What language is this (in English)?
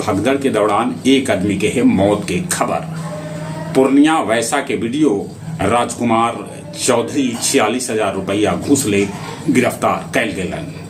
Magahi